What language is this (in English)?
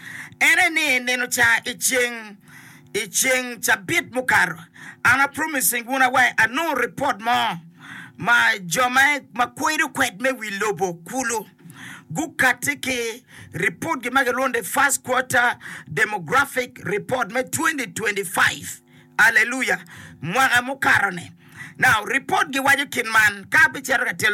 Acoli